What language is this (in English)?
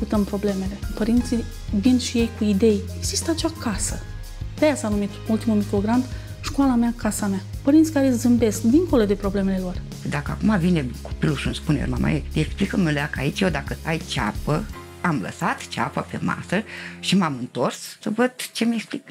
Romanian